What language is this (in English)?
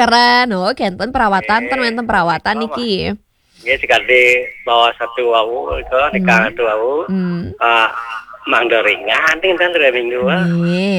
Balinese